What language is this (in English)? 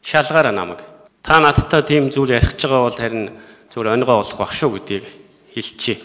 Mongolian